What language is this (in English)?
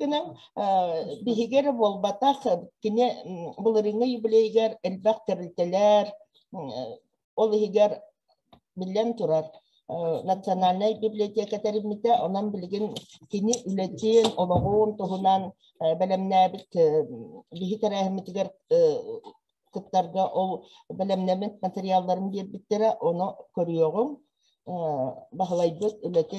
Yakut